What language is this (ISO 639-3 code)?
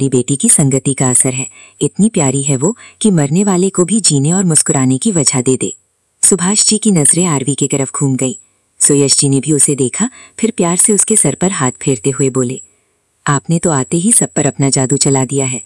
hin